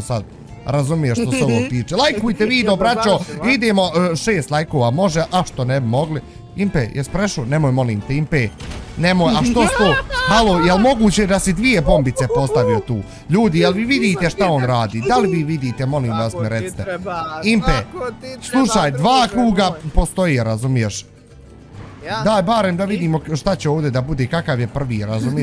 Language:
Bosnian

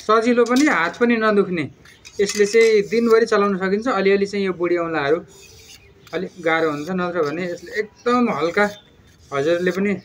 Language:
Nepali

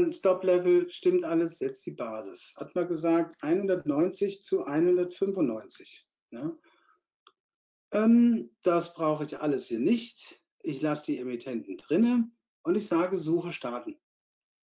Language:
German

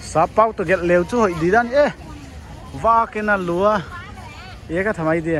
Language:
Paite Chin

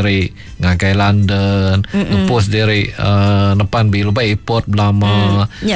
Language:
Iban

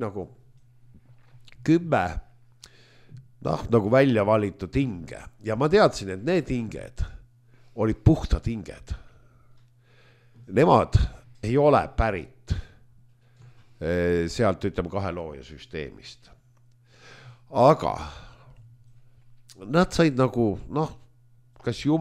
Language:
Estonian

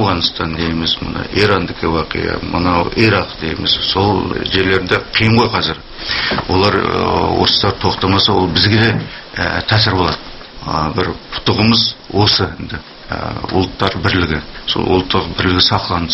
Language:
Kazakh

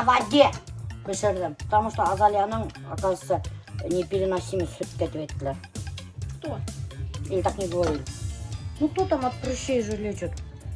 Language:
Bashkir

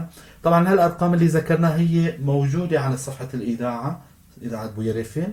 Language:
North Levantine Arabic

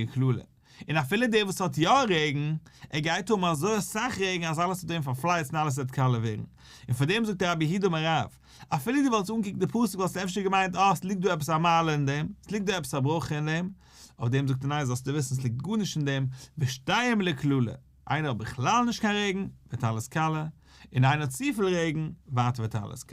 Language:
Yiddish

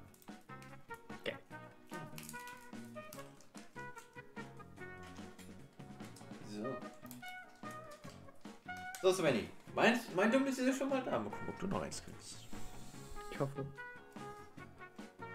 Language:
German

